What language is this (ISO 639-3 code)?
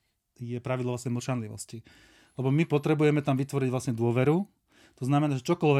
slk